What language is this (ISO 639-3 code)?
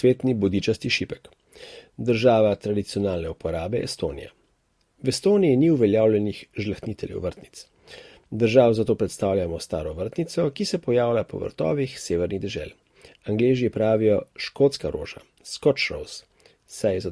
slv